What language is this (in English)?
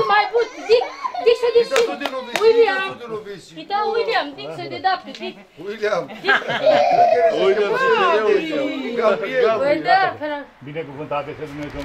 Romanian